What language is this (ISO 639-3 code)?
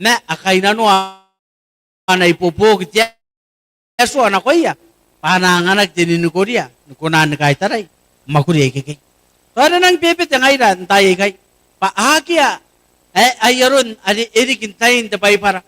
gil